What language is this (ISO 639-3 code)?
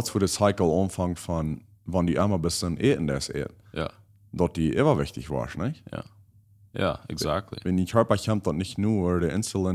pdt